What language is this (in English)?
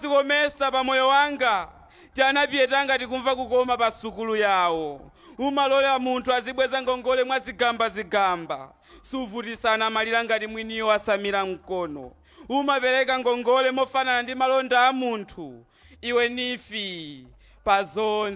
Nyanja